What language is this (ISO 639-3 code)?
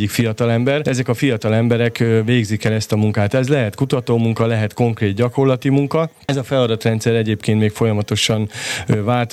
hun